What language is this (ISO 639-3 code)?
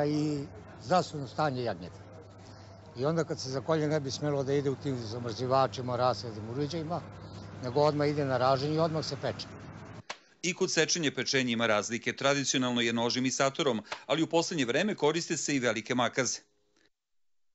srp